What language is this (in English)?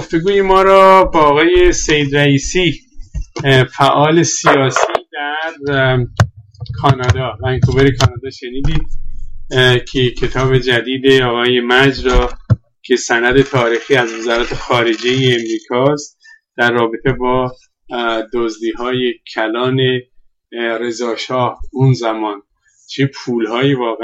Persian